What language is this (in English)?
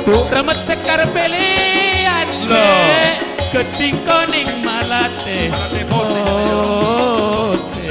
Madurese